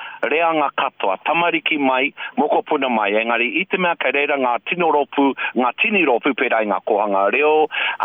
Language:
Māori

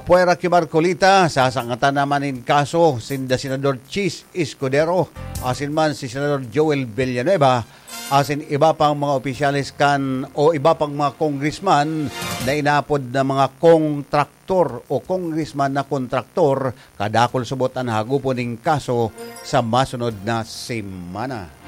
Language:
Bikol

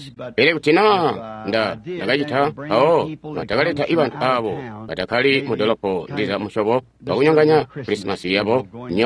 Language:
Tonga (Zambia)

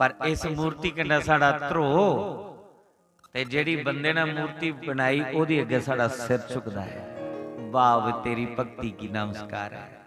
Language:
Dogri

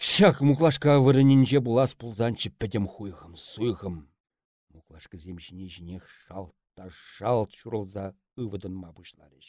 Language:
Chuvash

